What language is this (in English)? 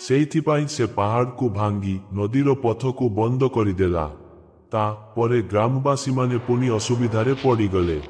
Odia